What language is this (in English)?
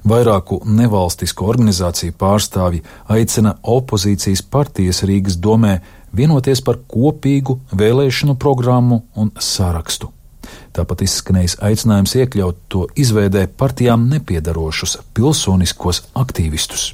Latvian